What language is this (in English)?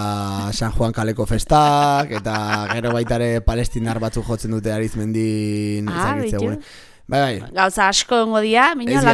Basque